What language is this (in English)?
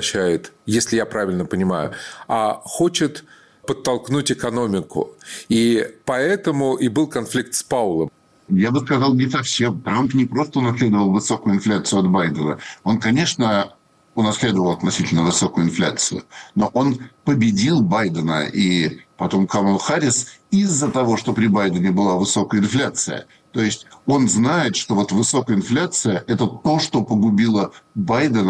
Russian